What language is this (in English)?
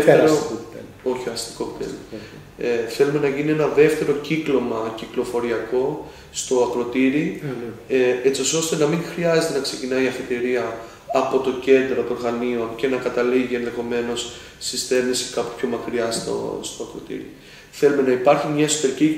Greek